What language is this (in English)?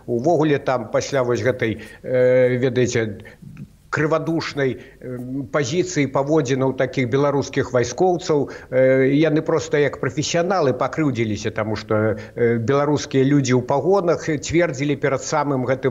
Belarusian